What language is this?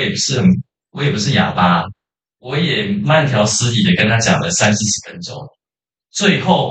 Chinese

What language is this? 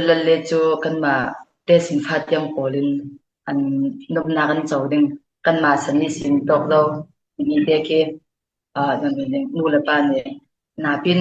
Falam Chin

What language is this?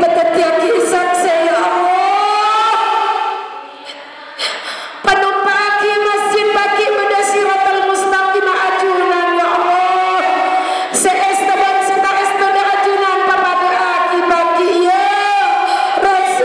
Madurese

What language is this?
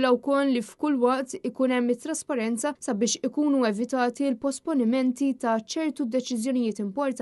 Maltese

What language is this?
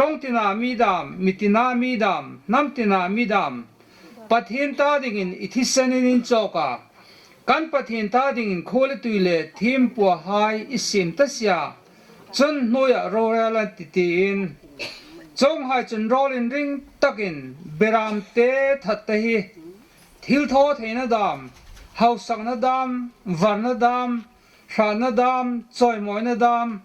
Hmar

